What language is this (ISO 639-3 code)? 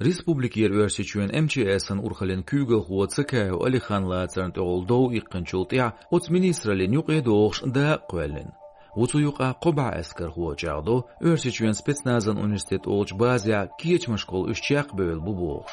che